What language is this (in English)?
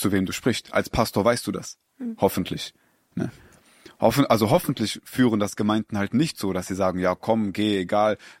German